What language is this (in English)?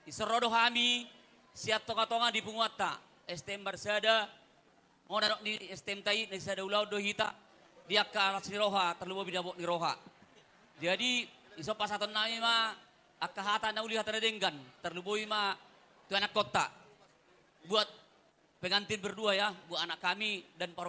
Batak Toba